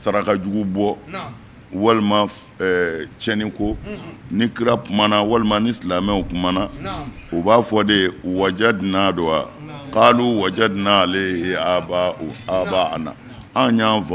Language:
Bambara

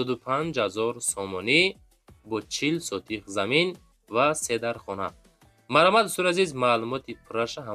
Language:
Tajik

